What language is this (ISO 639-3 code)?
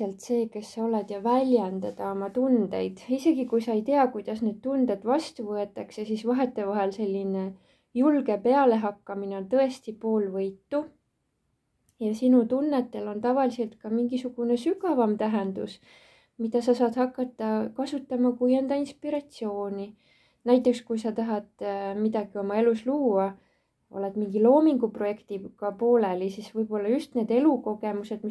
est